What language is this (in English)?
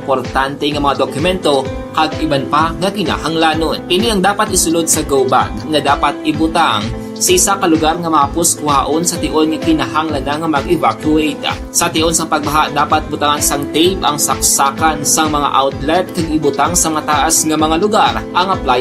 Hiligaynon